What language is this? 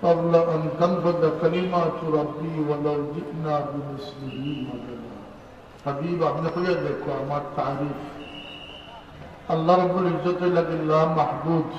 Sylheti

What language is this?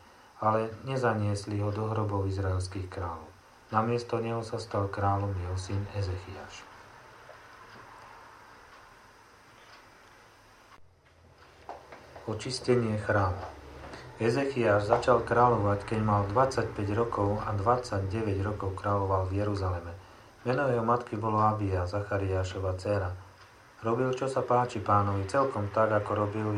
Slovak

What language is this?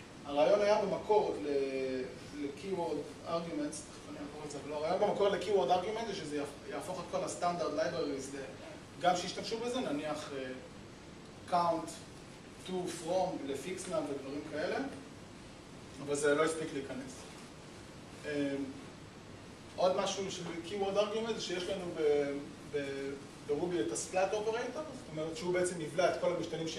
Hebrew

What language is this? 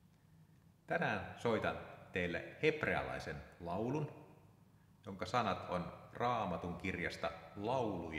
Finnish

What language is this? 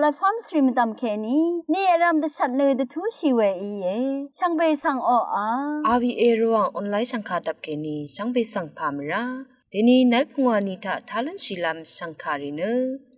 Rawang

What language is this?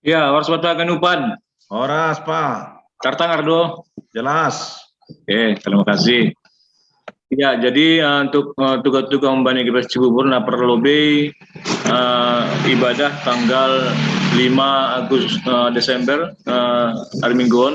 Batak Simalungun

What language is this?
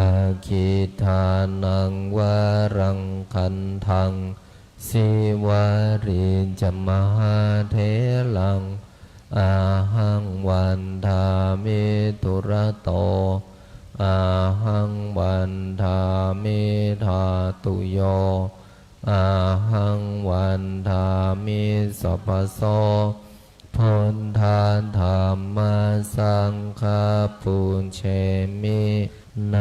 Pali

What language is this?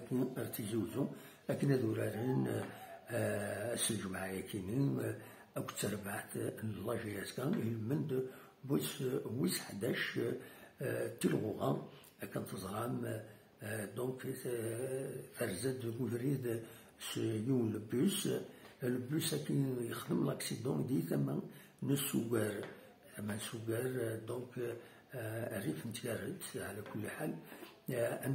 Kabyle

